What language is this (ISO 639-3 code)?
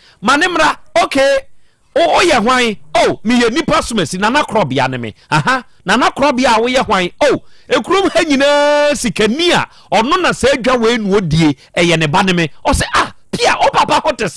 aka